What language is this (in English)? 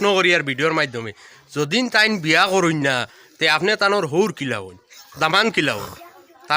Sylheti